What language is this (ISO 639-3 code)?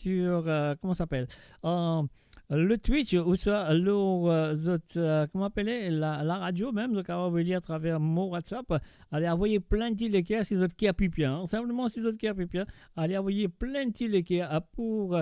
mfe